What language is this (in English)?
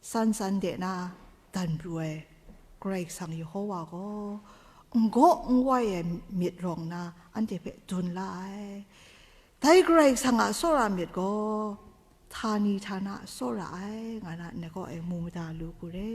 Kachin